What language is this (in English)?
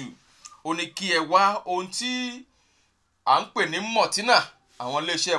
Yoruba